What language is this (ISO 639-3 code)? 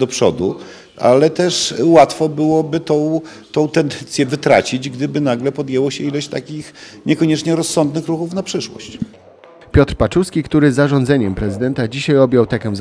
pol